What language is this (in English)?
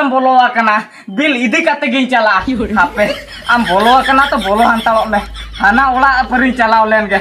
Santali